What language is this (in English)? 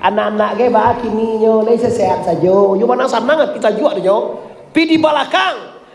Minangkabau